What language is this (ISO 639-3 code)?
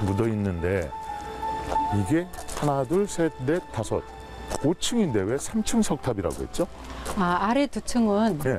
kor